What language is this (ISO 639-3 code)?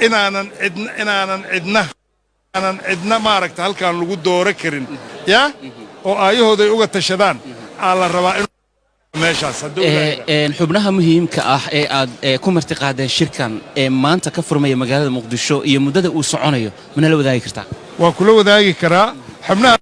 som